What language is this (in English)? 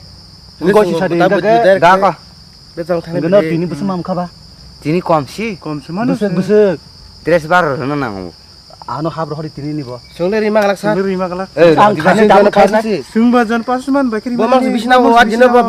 Kok Borok